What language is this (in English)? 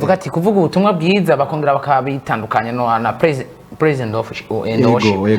Rundi